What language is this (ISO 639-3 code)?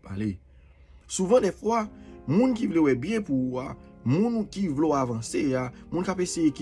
hat